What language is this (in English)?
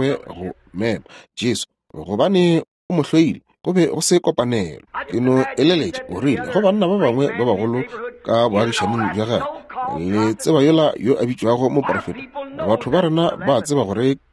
Northern Sotho